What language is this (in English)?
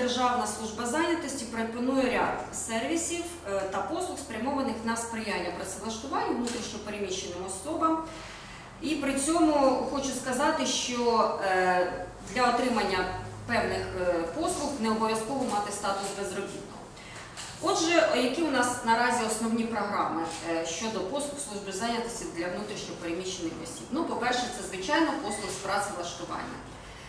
Ukrainian